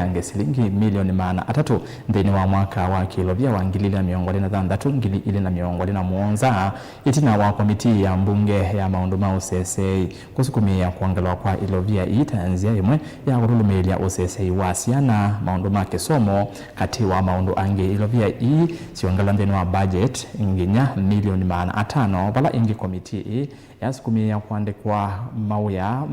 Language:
Kamba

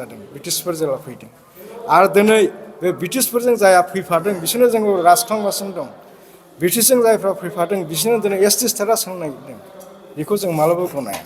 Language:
Bodo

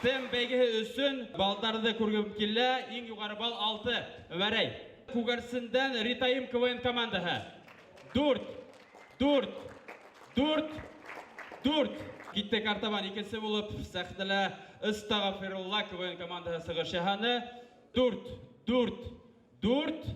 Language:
Bashkir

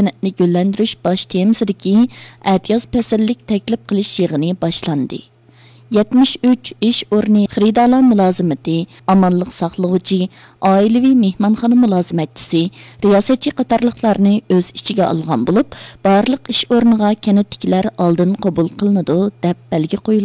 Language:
Uyghur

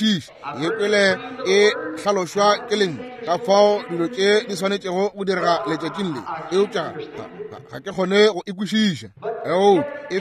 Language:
Northern Sotho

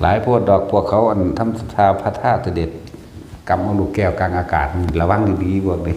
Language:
Northeastern Thai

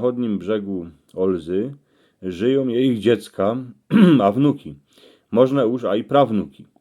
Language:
Silesian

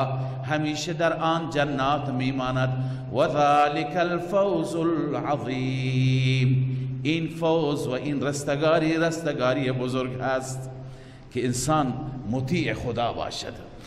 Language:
Persian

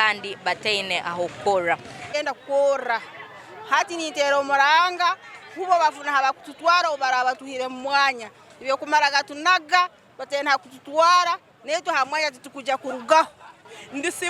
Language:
Nyankole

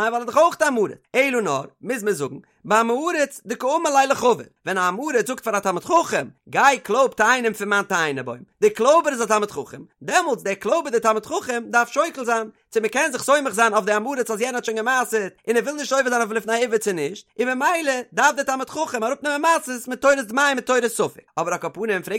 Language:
Yiddish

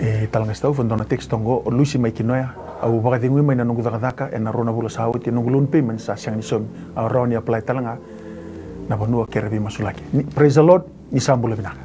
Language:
Fijian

